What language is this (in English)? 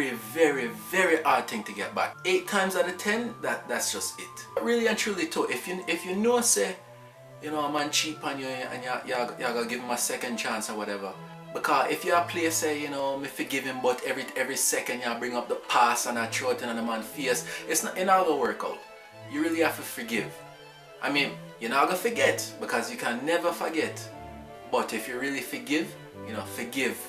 Jamaican Creole English